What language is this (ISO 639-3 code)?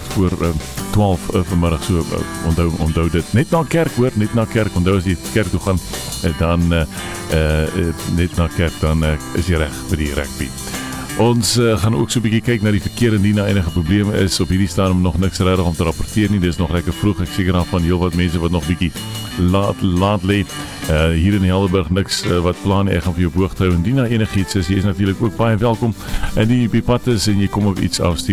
afr